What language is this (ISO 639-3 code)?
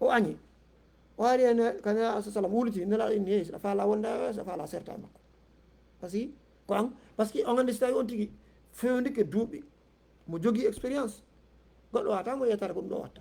ful